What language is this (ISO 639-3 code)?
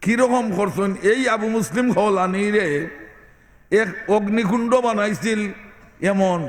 syl